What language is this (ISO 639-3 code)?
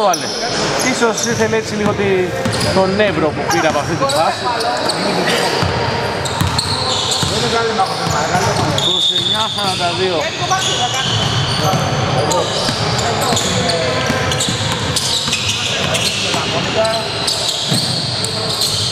ell